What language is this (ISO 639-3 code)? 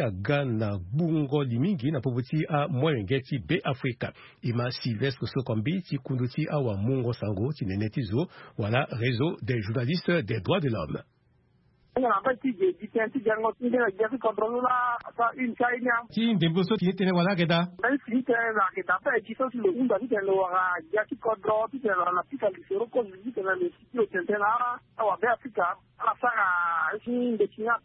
sag